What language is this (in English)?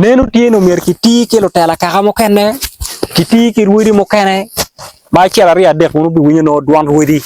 Acoli